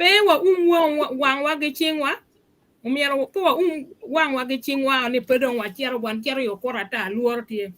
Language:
Acoli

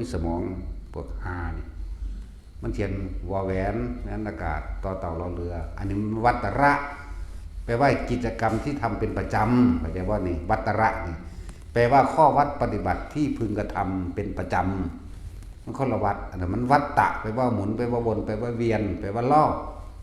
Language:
Northeastern Thai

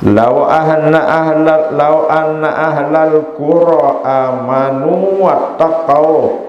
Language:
Sasak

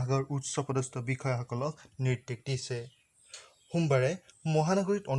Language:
Assamese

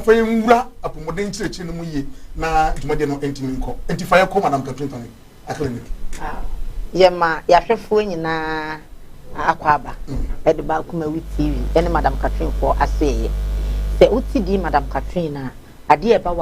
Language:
Akan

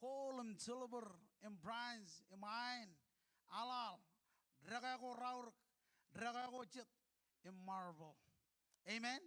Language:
Marshallese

